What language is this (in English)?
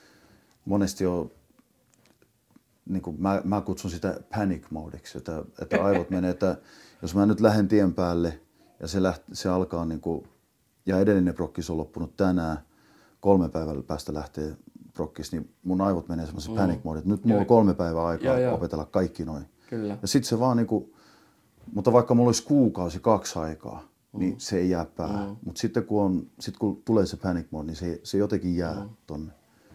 Finnish